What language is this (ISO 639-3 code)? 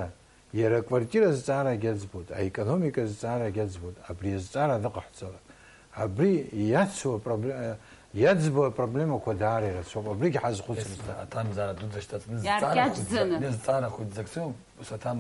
abk